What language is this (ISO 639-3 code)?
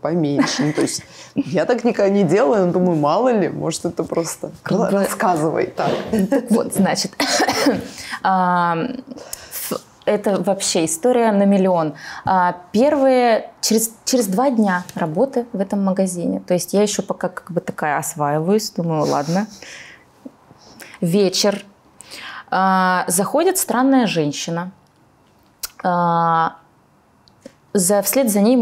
rus